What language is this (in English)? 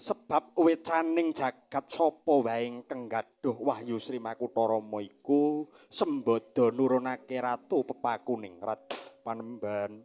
Javanese